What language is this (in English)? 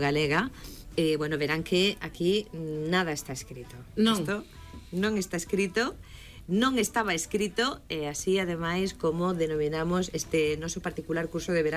Galician